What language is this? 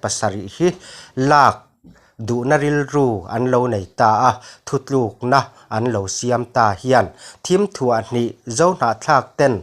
Mizo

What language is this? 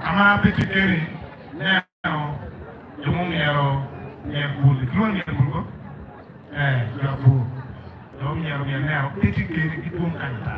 Acoli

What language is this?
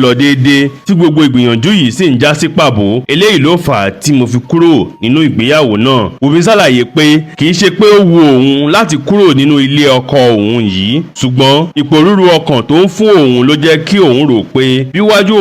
Yoruba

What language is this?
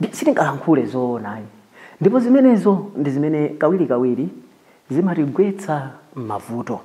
Nyanja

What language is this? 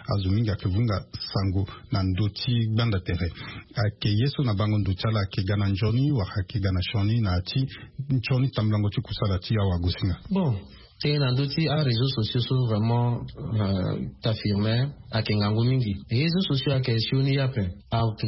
Sango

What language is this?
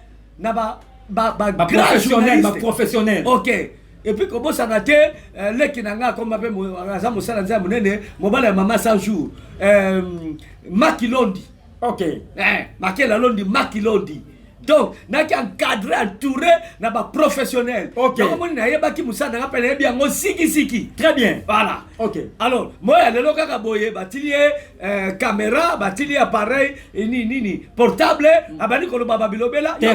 Lingala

